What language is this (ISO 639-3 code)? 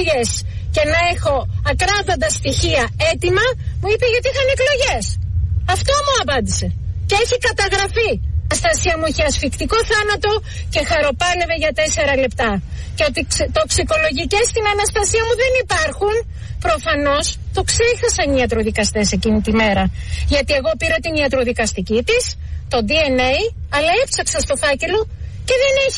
ell